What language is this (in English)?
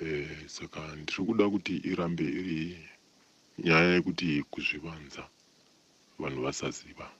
Shona